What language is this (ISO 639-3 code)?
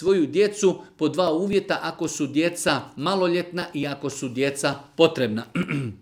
bos